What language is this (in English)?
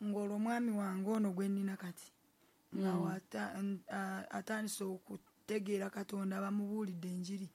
Ganda